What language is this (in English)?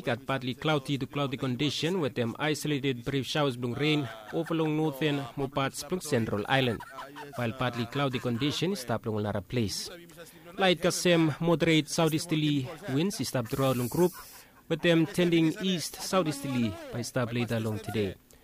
Bislama